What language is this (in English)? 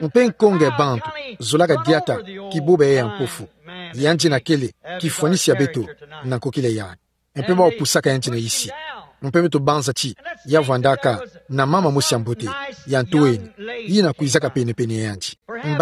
Kituba (Democratic Republic of Congo)